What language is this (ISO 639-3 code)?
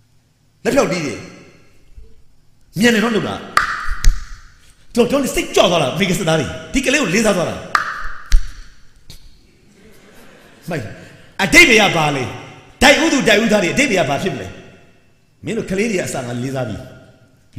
mya